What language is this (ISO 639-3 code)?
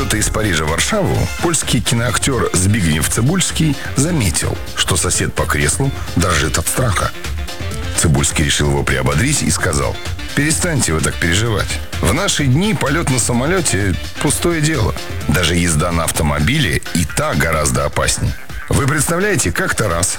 rus